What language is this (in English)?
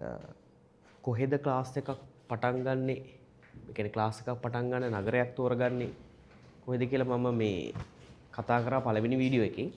Sinhala